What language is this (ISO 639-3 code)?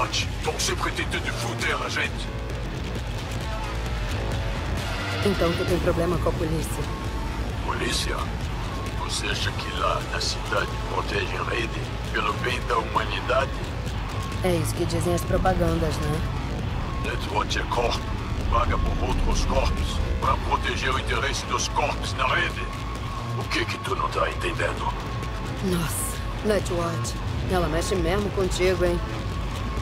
por